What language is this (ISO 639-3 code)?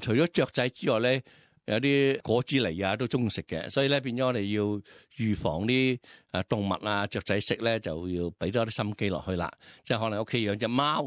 yue